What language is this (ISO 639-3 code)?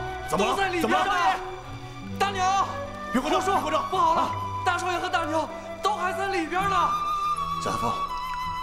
zho